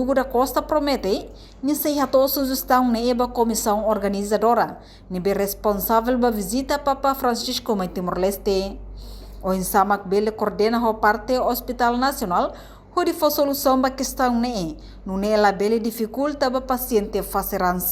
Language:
Tetum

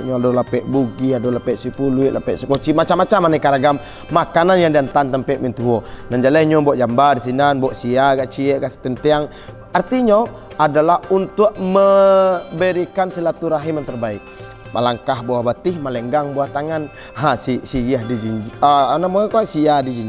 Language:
Minangkabau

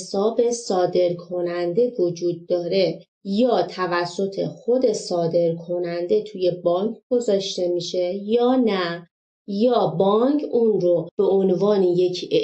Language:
Persian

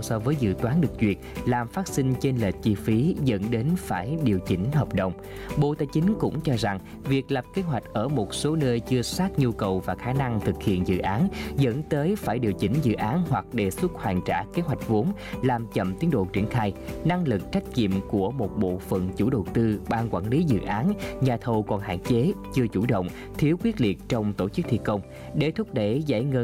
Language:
Vietnamese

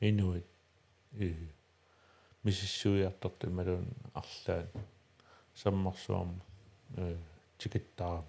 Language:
Kalaallisut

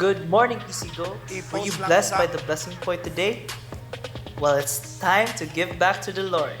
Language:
Cebuano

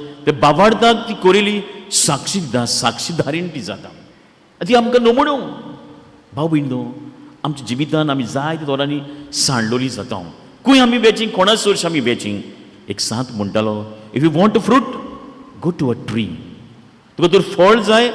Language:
Konkani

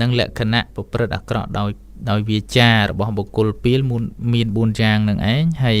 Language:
Khmer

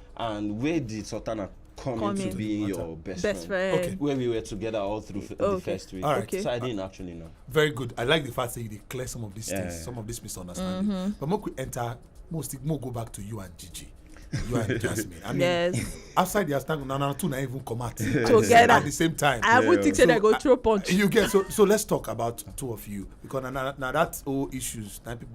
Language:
Nigerian Pidgin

